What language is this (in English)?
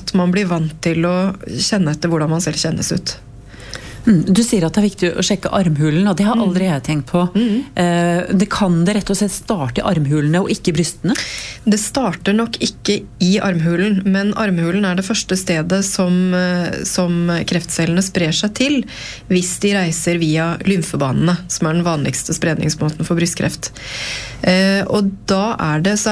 Norwegian